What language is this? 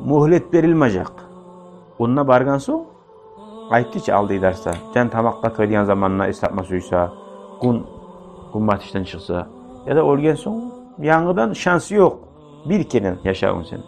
Kumyk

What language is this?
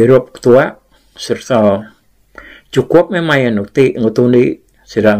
Iban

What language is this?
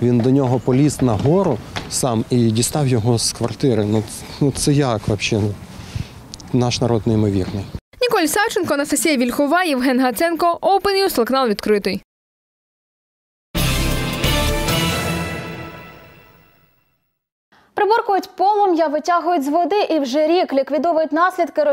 Ukrainian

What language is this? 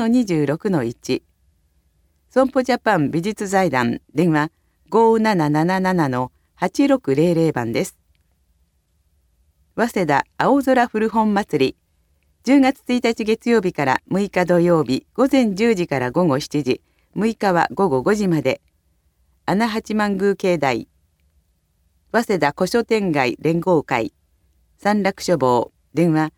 Japanese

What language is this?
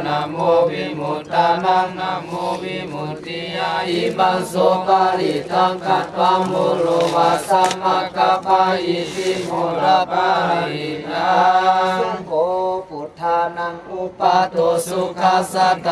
Pali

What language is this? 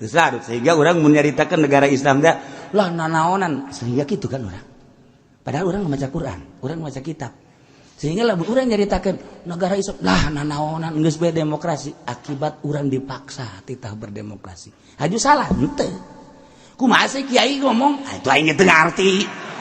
Sundanese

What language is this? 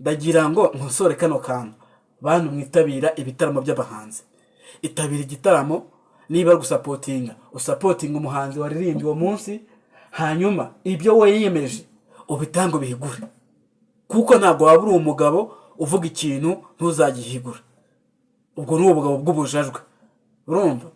Kinyarwanda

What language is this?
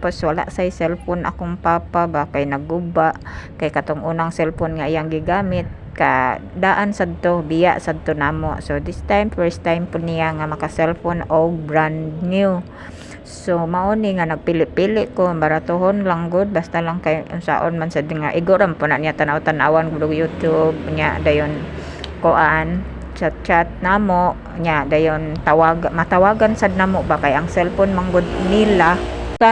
Cebuano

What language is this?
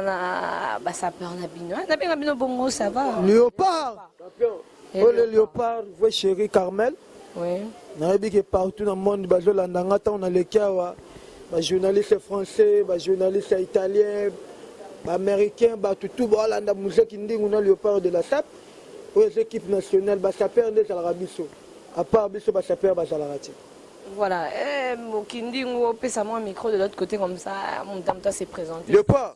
Lingala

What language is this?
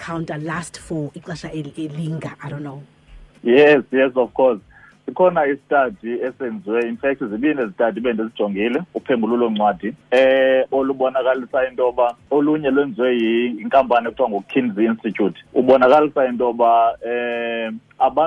Xhosa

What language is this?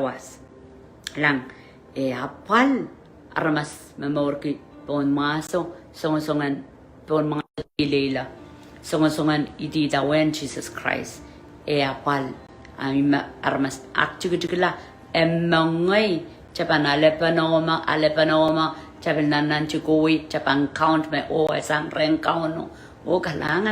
Pohnpeian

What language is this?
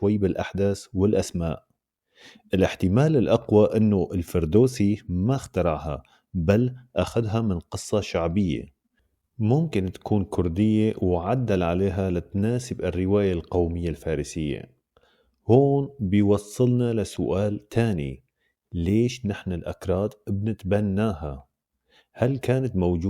North Levantine Arabic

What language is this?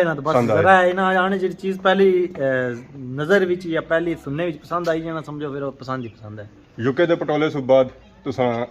Pahari-Potwari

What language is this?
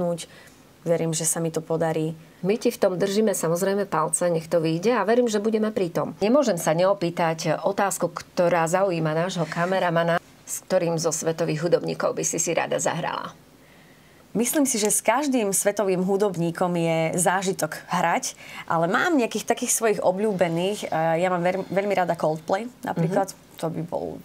Slovak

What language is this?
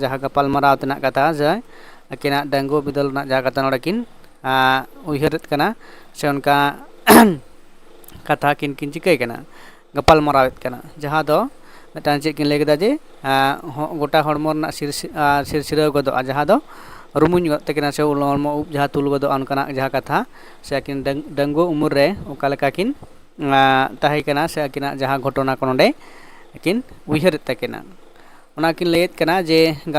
Santali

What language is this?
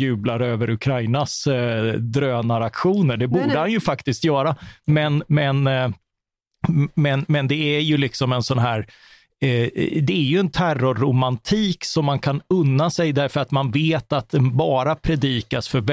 Swedish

